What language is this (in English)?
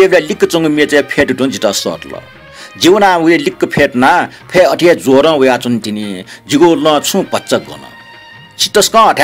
Newari